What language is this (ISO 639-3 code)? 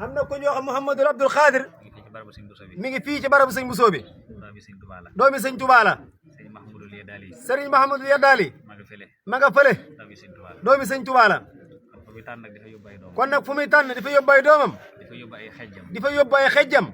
wol